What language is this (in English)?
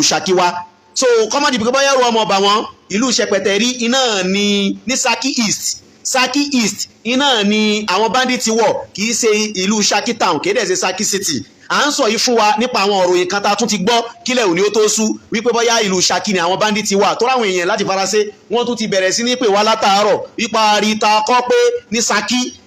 Yoruba